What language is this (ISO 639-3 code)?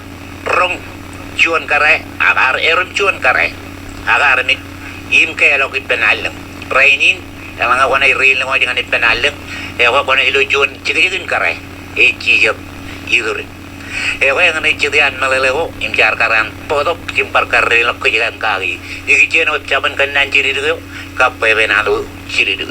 mah